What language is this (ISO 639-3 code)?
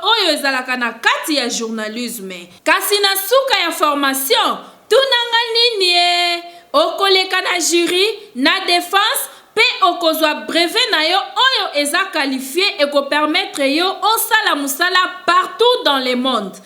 lin